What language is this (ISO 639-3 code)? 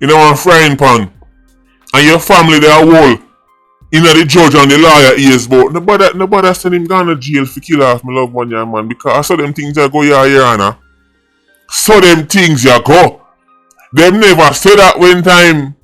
jam